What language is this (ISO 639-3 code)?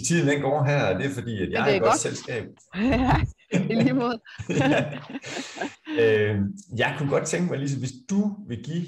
dan